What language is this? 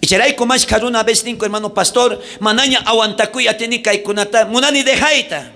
South Bolivian Quechua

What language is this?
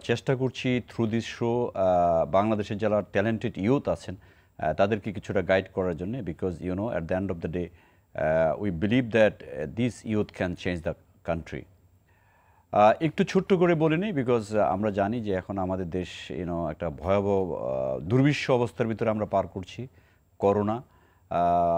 Bangla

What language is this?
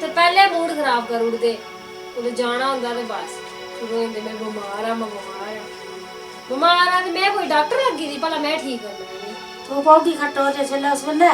Dogri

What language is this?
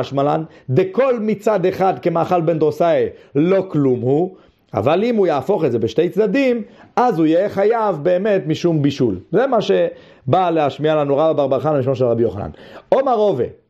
Hebrew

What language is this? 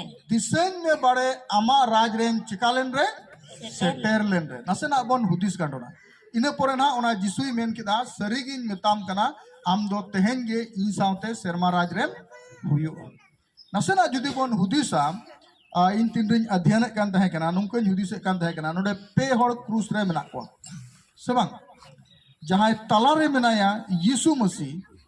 Santali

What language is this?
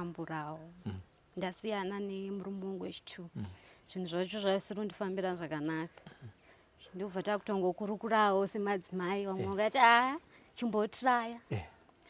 Shona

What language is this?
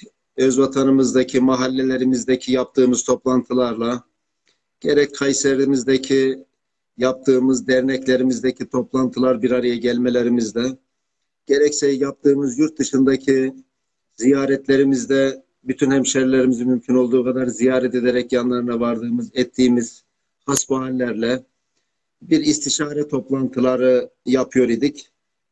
Turkish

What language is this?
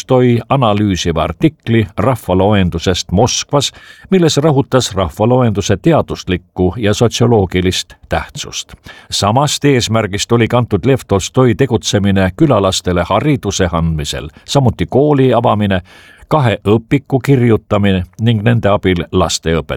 Estonian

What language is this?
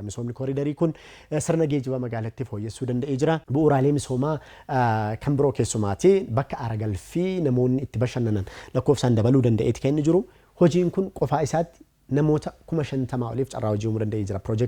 Oromo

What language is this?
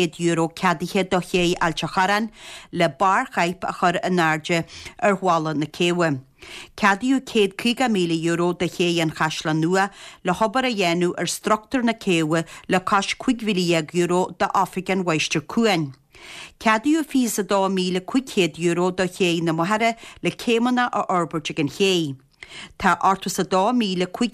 Irish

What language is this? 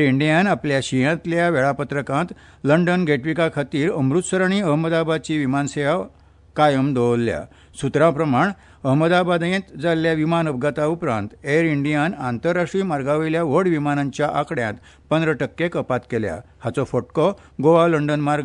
Konkani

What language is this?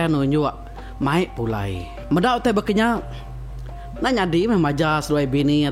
Iban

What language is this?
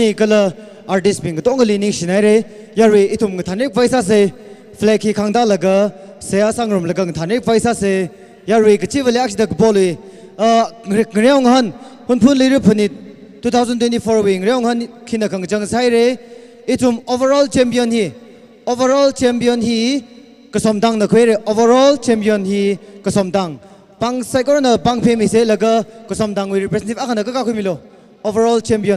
Tangkhul Naga (India)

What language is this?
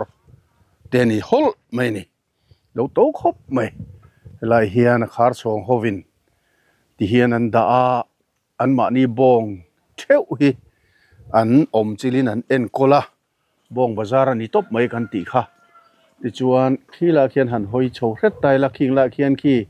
Mizo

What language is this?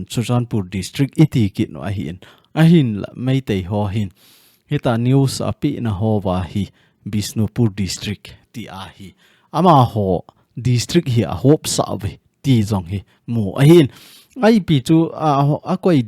Thado Chin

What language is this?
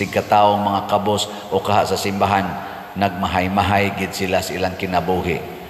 Cebuano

